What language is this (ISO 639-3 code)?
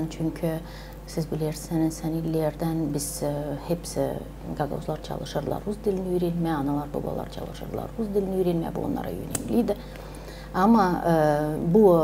gag